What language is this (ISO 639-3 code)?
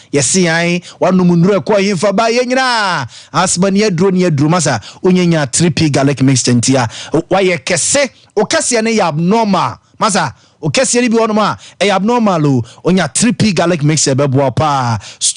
aka